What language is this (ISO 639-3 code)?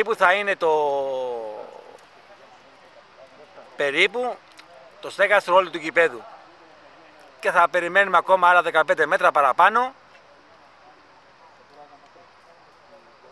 ell